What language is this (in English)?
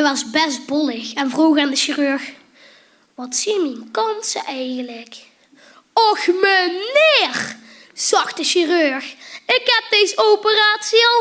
Limburgish